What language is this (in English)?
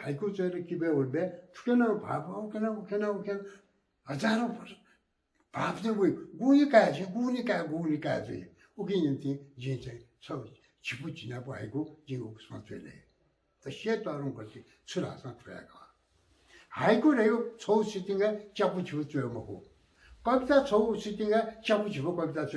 Newari